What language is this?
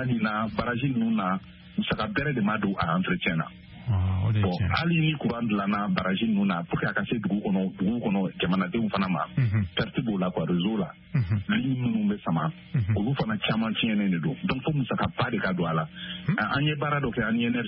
Bambara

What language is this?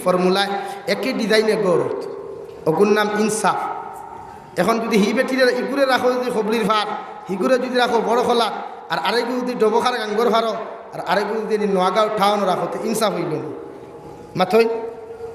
Sylheti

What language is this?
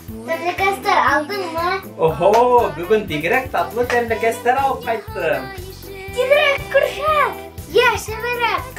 Bashkir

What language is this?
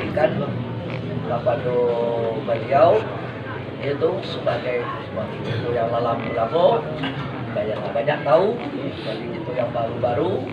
Minangkabau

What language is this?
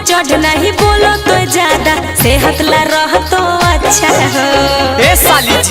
Magahi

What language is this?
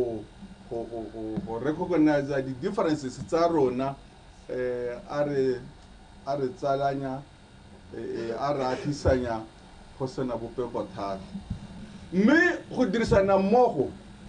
Tswana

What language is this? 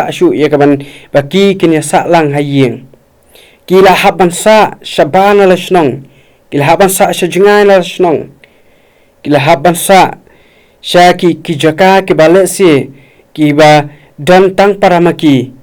Khasi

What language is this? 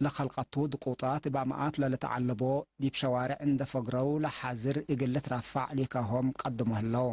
Tigre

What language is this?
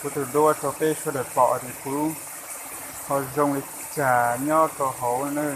Hmong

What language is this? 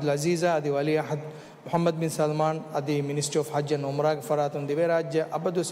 Divehi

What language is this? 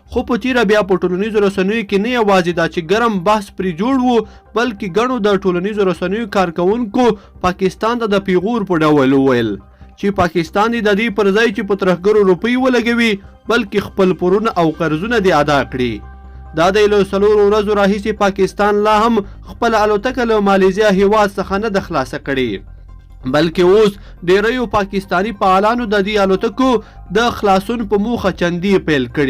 Pashto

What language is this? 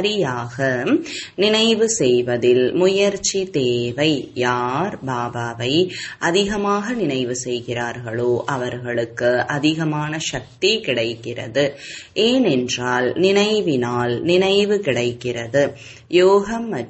Tamil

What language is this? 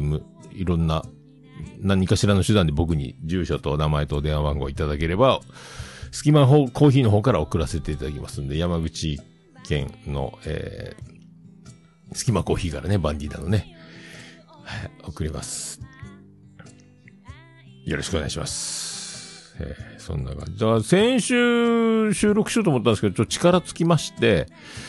Japanese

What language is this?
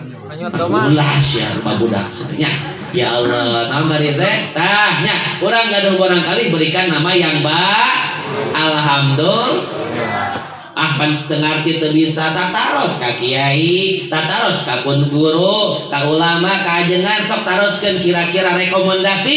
Sundanese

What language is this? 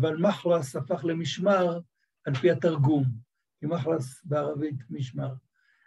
Hebrew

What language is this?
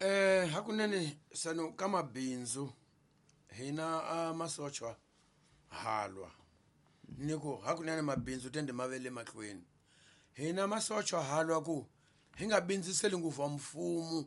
Tsonga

